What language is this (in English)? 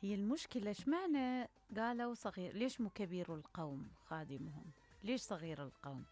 Mesopotamian Arabic